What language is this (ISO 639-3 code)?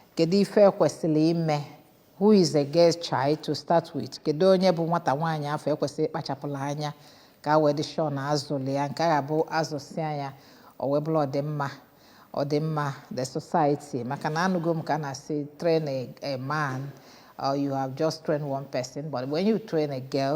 ibo